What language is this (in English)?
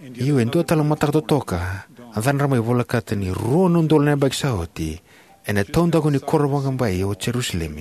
Fijian